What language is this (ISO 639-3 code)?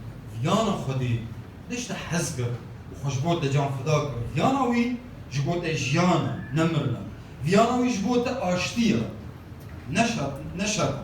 kur